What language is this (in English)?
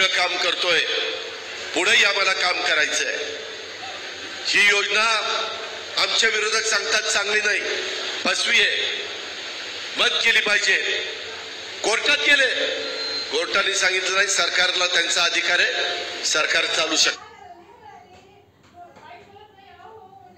Marathi